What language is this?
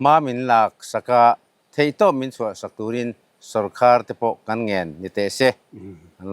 Mizo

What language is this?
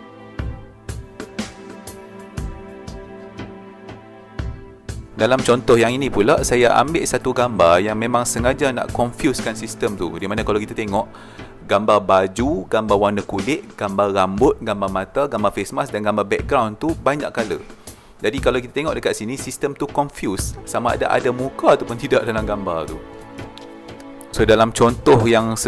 Malay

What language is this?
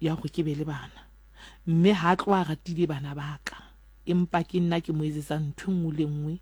Southern Sotho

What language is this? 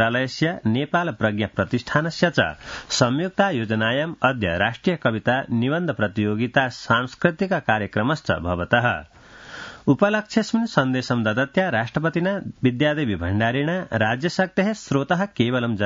Sanskrit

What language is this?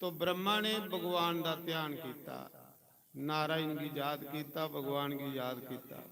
Dogri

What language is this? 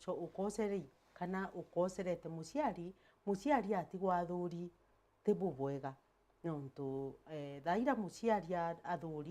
Meru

